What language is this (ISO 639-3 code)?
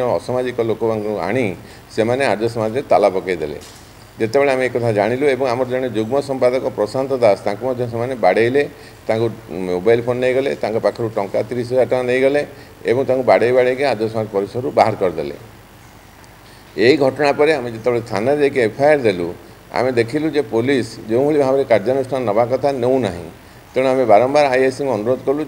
ori